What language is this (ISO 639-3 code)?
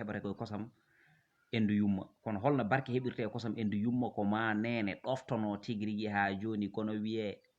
ful